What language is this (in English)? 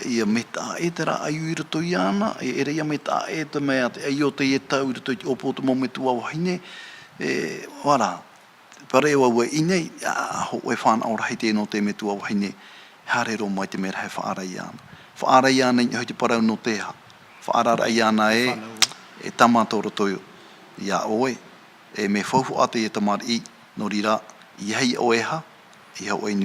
Tahitian